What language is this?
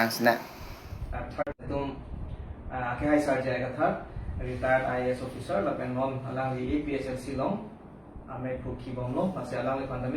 Karbi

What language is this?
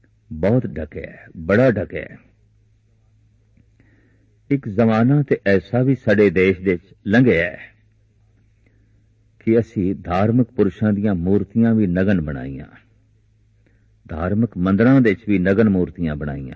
Punjabi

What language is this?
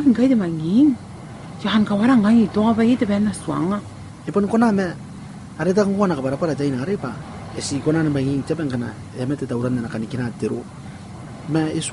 Gilbertese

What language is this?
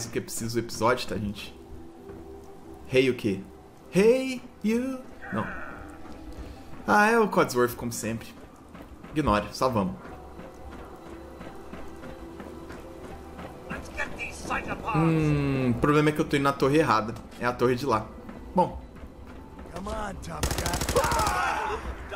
Portuguese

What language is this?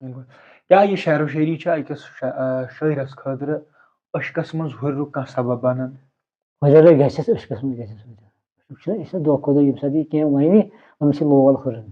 Kashmiri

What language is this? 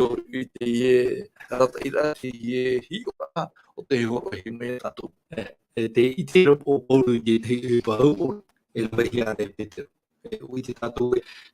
Tahitian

